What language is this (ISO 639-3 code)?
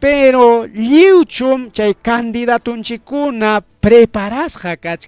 quy